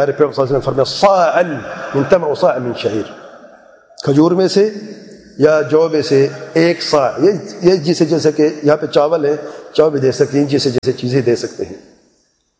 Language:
Urdu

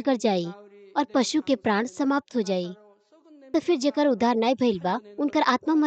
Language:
Bhojpuri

